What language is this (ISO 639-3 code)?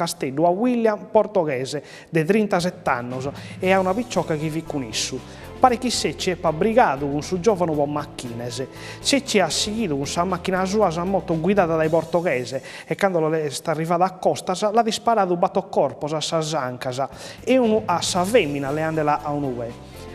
srd